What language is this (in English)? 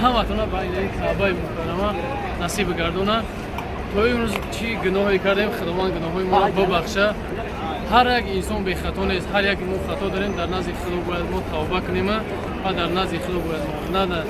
Tajik